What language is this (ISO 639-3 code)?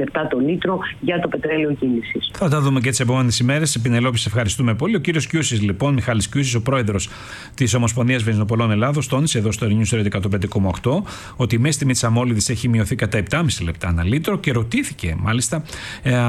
ell